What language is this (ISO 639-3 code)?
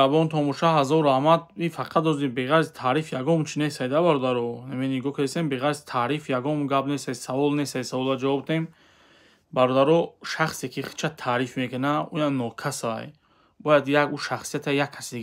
tgk